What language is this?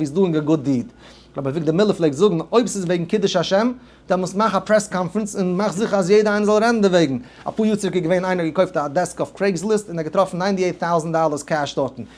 Yiddish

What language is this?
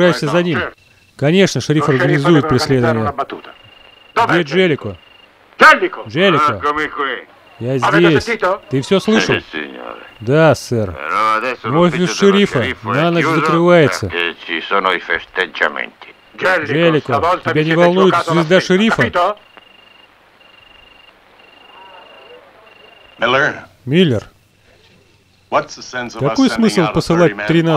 Russian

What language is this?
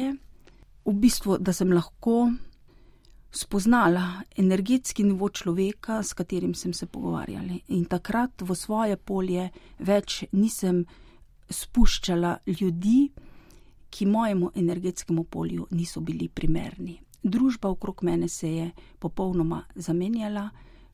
Slovenian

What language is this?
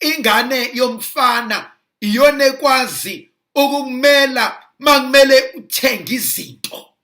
Zulu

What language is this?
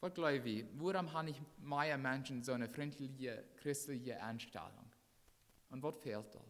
Plautdietsch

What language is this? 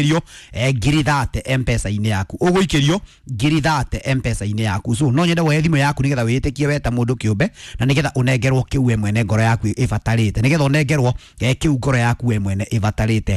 Kikuyu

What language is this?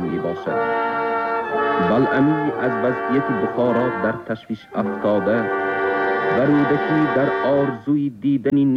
Tajik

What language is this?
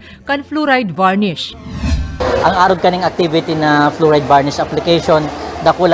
Bikol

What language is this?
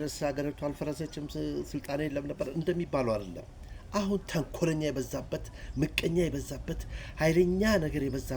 Amharic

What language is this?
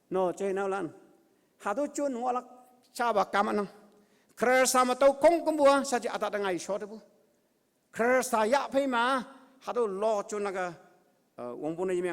Konyak Naga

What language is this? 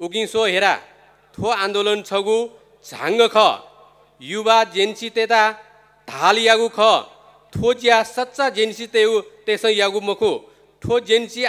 Newari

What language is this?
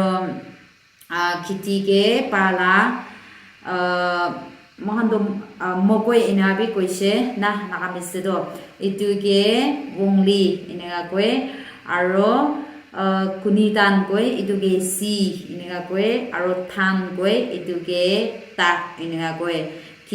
Naga Pidgin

